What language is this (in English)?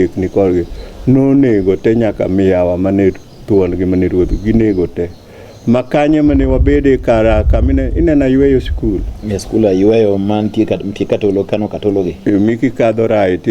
Luo (Kenya and Tanzania)